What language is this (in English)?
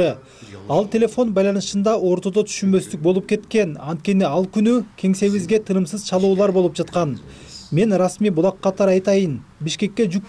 Kyrgyz